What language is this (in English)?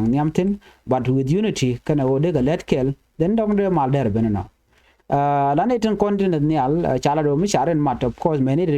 Nuer